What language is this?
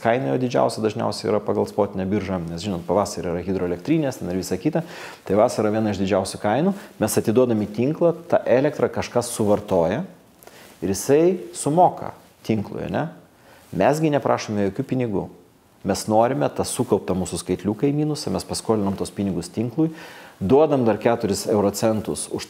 Lithuanian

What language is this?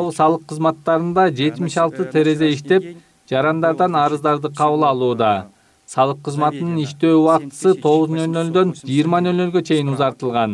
Kyrgyz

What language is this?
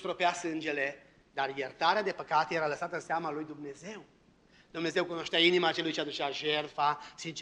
Romanian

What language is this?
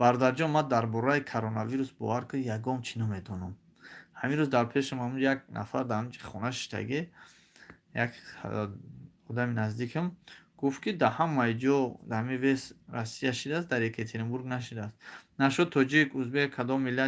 Tajik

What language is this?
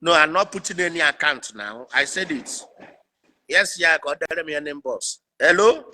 Igbo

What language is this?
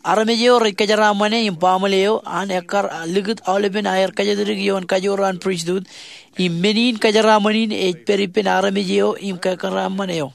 Marshallese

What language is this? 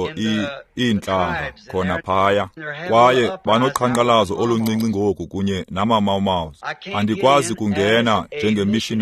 Xhosa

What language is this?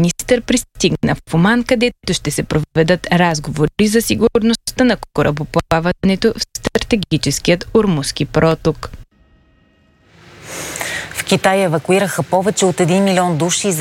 Bulgarian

